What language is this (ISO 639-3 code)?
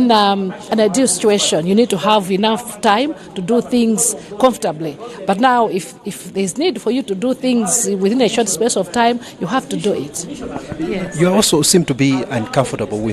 nya